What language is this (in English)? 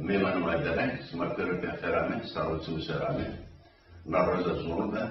Zaza